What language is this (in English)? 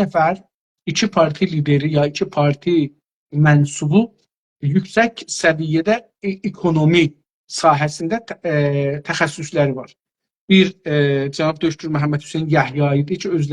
South Azerbaijani